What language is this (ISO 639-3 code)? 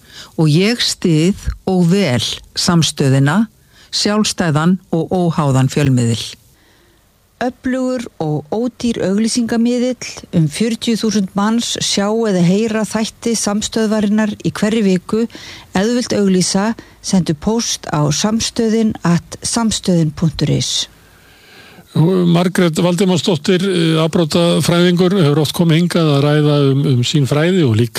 isl